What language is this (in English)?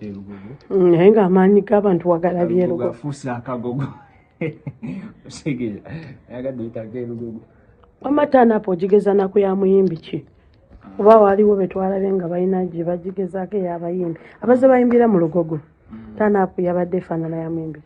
Ganda